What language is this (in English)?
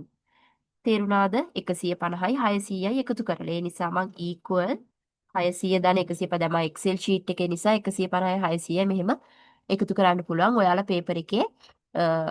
Sinhala